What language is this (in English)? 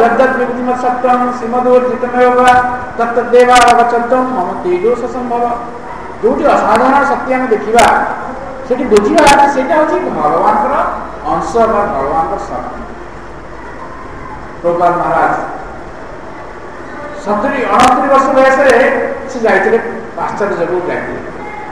Odia